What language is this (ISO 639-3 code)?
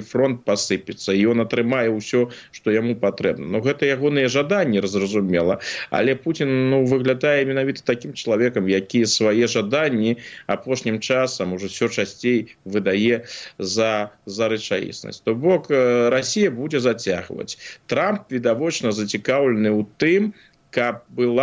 bel